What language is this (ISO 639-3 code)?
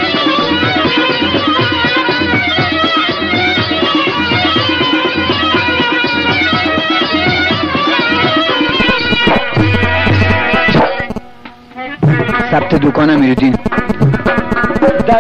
fas